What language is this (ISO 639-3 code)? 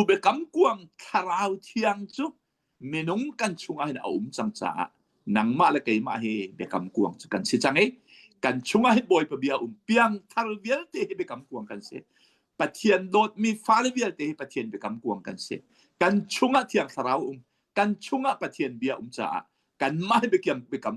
cnh